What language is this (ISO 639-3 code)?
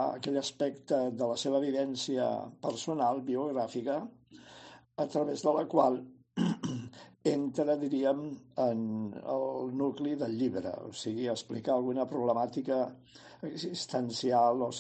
cat